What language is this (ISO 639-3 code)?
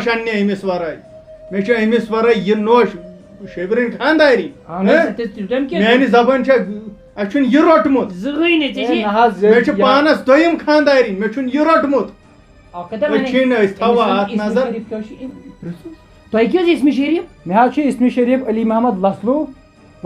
kas